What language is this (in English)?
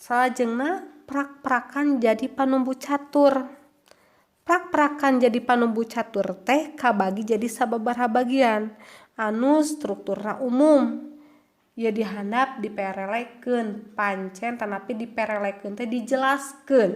Sundanese